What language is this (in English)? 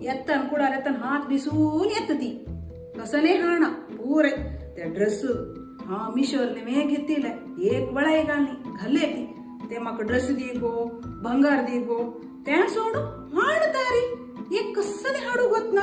Konkani